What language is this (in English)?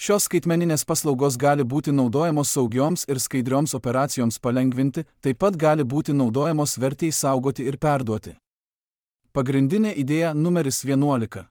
Lithuanian